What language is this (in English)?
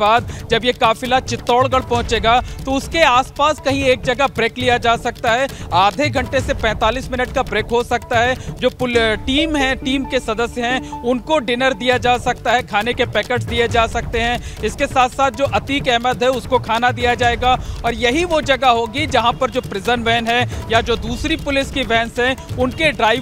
Hindi